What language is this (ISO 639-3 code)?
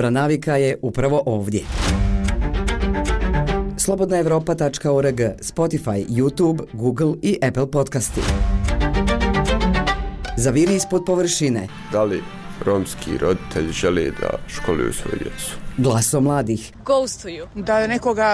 bos